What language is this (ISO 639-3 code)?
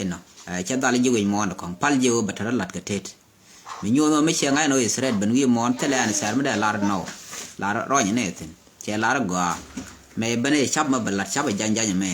nus